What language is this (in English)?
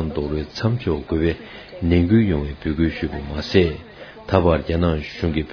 Tibetan